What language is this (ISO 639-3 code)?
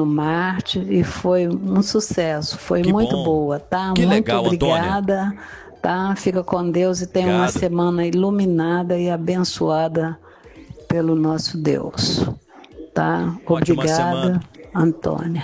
por